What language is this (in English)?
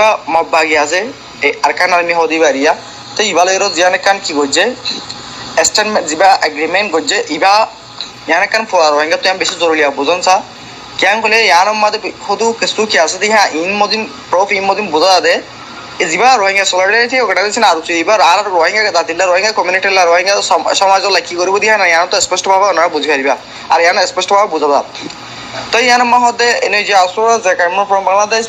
Rohingya